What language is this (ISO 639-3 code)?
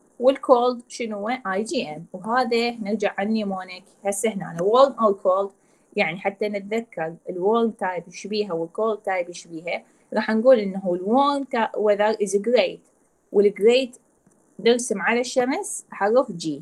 acm